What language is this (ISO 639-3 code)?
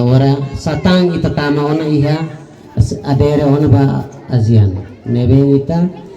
tet